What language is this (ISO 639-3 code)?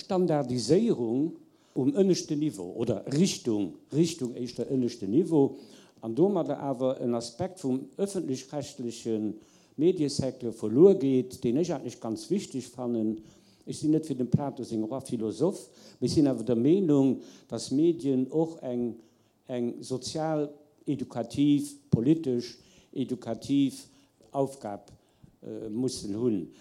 ltz